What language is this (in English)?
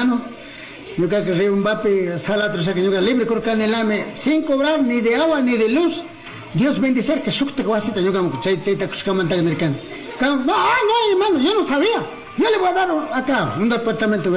Chimborazo Highland Quichua